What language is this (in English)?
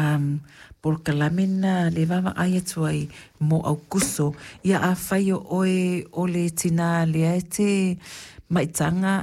Samoan